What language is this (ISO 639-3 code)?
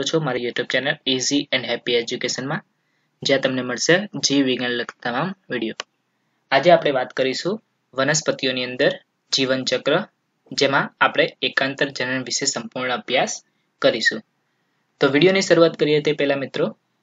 guj